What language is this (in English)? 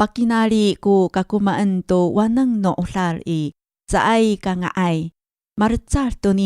Amis